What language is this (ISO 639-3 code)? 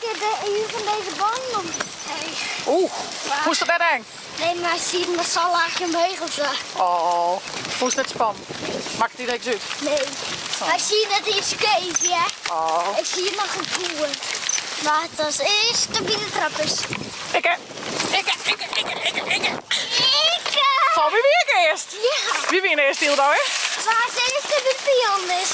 fry